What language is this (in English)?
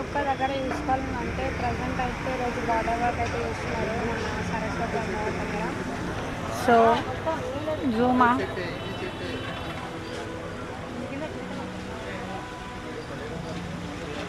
Telugu